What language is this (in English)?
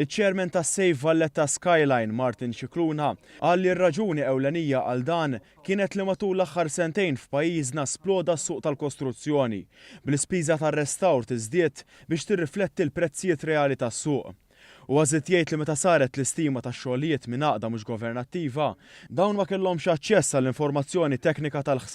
Maltese